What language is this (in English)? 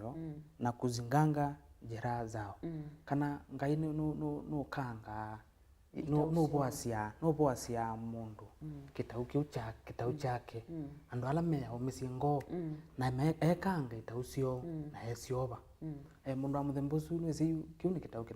Kamba